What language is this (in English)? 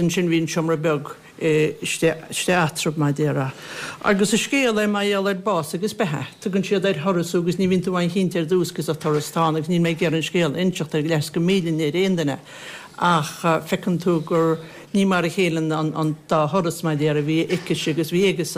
Irish